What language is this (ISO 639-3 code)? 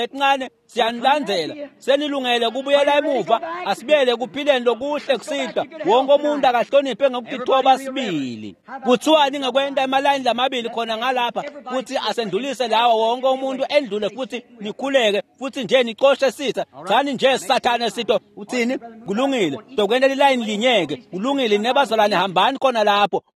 ssw